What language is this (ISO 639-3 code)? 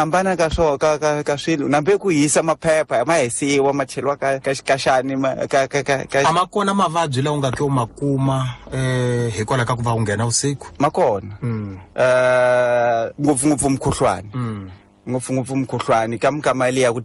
tso